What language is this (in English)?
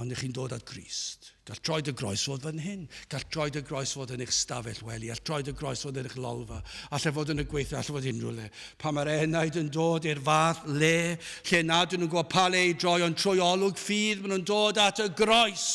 Welsh